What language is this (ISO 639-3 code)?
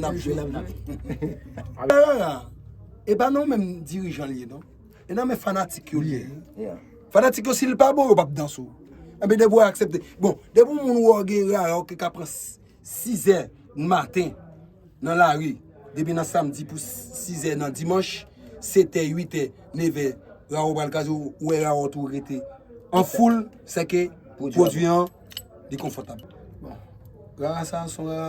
hat